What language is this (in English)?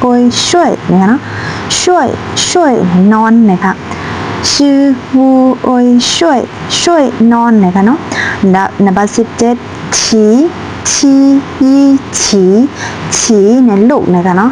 Shan